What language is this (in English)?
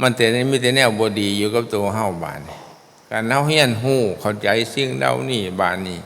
Northeastern Thai